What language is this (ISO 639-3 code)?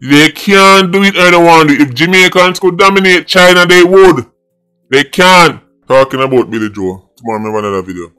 jam